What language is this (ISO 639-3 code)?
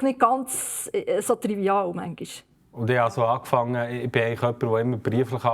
gsw